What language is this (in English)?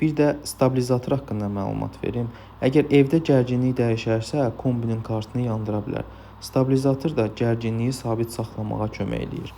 Azerbaijani